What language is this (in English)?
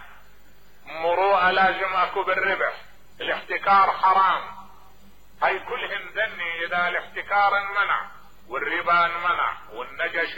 Mesopotamian Arabic